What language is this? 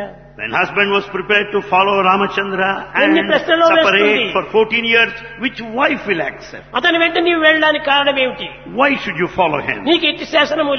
Telugu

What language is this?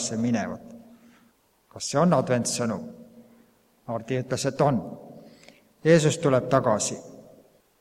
Estonian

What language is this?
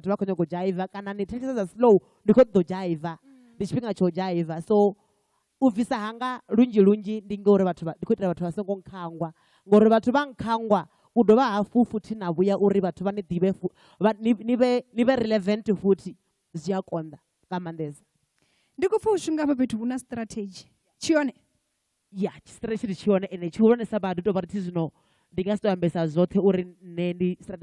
Venda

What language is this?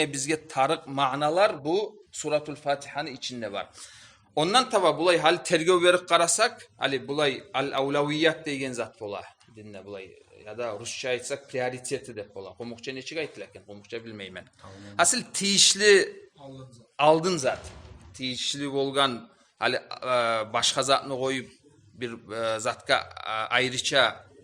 Kumyk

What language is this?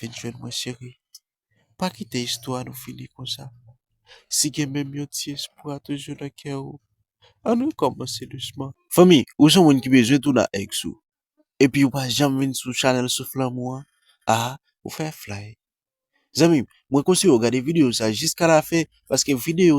Haitian Creole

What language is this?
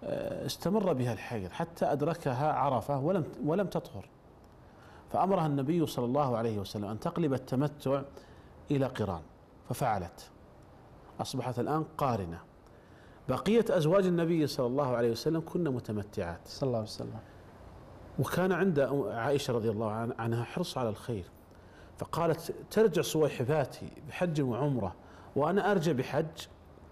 Arabic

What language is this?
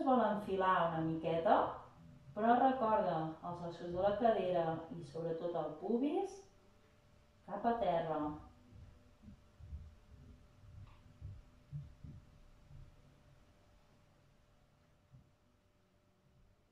Catalan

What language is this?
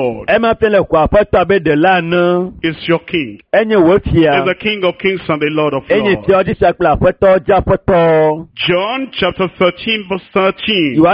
Ewe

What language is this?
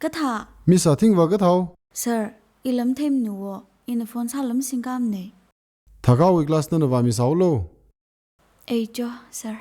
Tangkhul Naga (India)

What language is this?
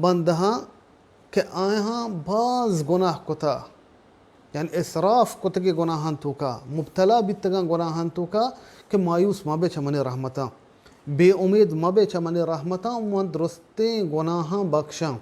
Baluchi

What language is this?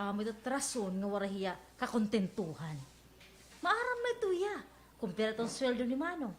Waray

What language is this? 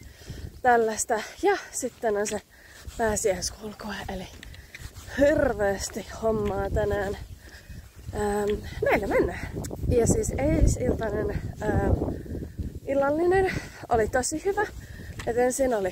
Finnish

